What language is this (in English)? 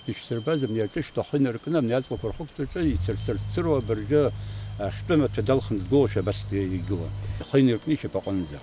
Abkhazian